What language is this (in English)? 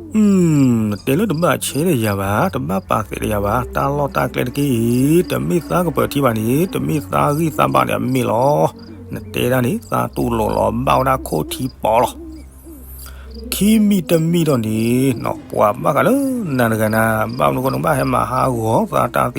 S'gaw Karen